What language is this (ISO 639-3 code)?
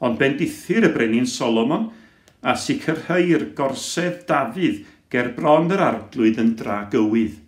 cym